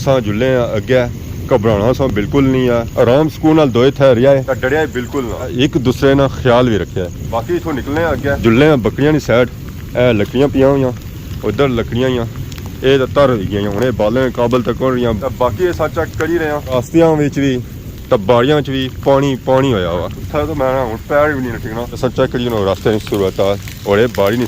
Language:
Pahari-Potwari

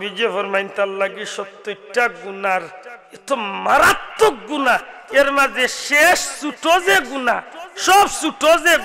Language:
Sylheti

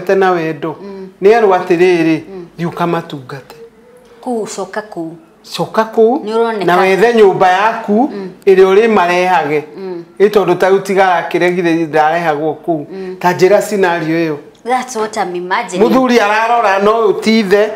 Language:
Kikuyu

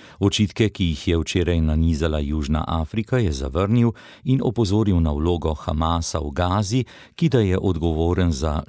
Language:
Slovenian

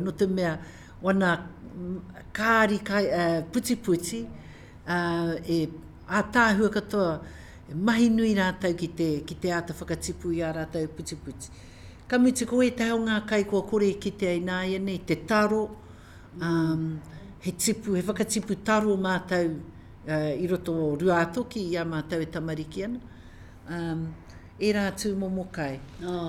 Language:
Māori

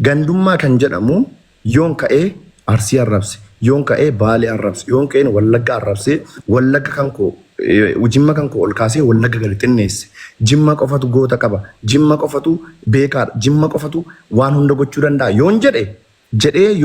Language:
Oromo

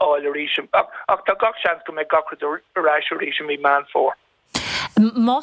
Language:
Irish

